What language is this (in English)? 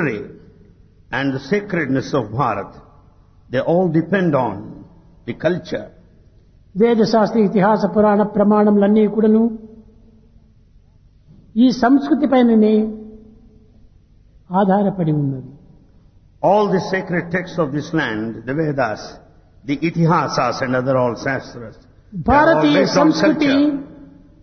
Telugu